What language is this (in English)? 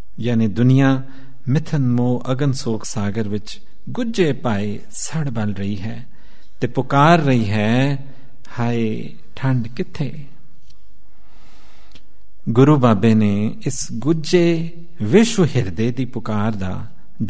Punjabi